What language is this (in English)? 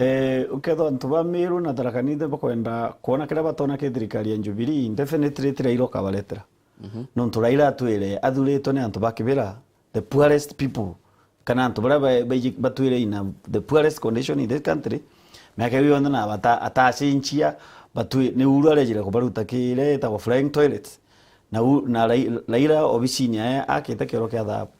Meru